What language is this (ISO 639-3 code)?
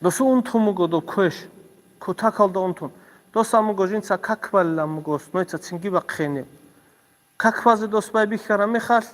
ava